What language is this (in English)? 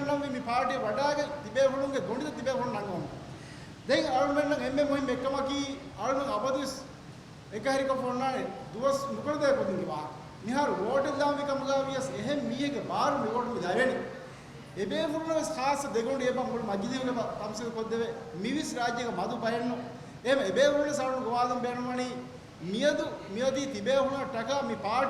Divehi